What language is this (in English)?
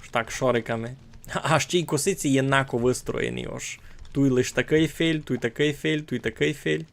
Rusyn